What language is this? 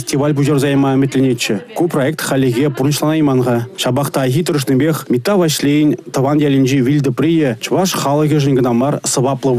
Chuvash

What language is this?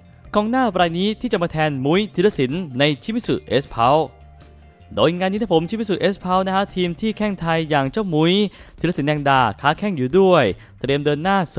Thai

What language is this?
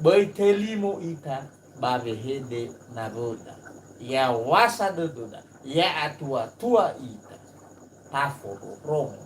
Nias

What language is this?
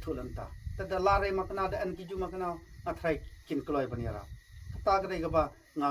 Khasi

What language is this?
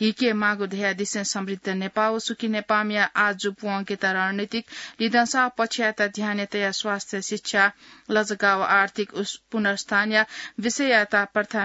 Newari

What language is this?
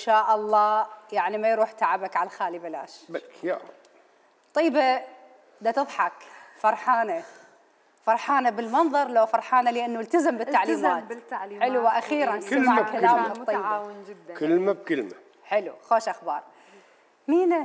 Mesopotamian Arabic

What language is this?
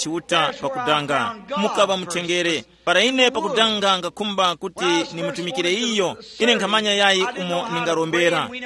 Tumbuka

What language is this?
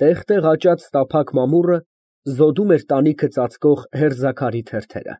Armenian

